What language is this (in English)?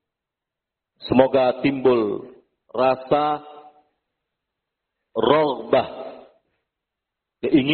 Indonesian